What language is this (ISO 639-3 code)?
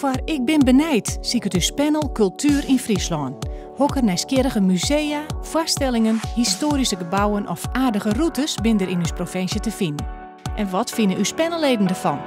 fry